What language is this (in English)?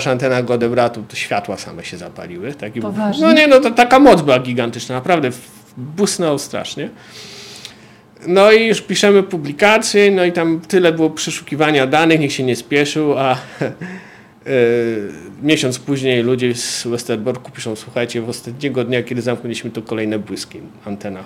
Polish